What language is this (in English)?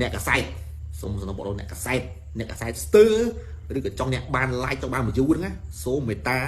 Khmer